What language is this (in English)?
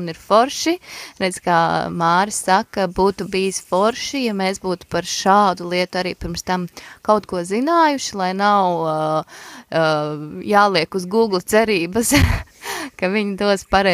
Latvian